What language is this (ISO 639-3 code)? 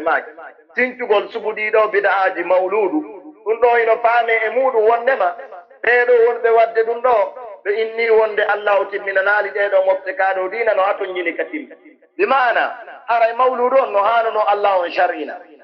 fuf